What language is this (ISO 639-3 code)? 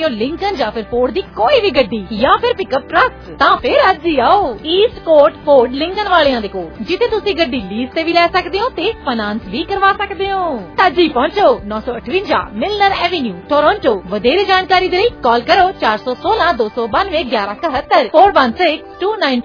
pan